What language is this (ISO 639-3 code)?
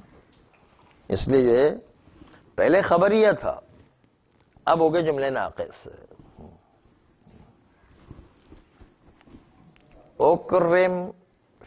urd